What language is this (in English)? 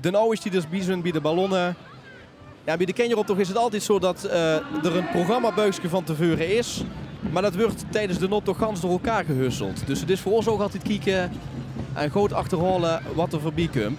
Limburgish